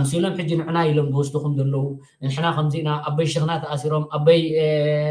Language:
Tigrinya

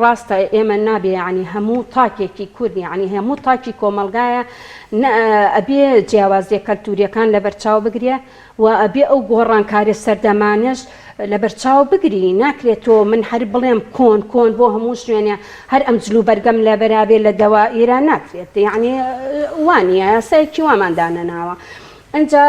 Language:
Central Kurdish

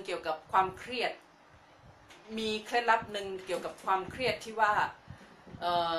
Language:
Thai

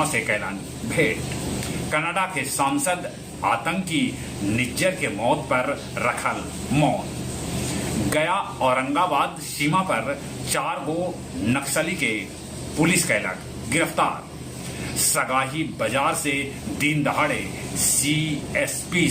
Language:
Magahi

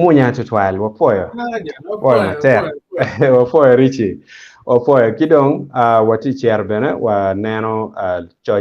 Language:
Acoli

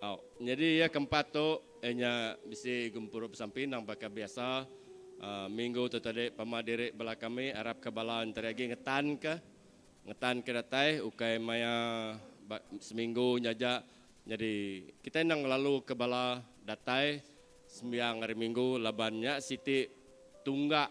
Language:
Iban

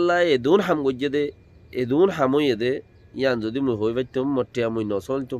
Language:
Rohingya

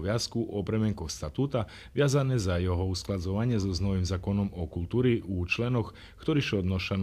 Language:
Rusyn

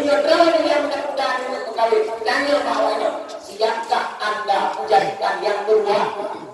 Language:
Achinese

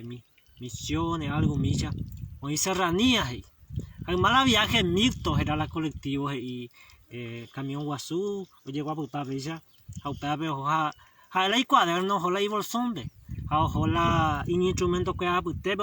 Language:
Guarani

